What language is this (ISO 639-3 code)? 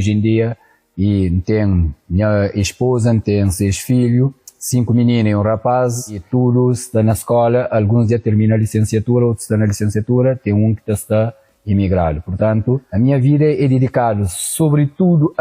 kea